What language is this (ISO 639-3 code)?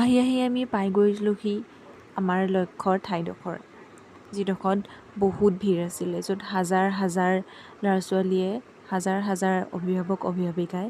asm